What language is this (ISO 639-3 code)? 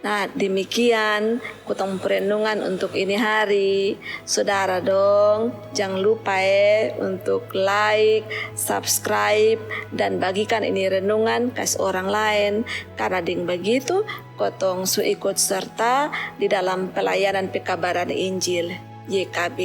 mkn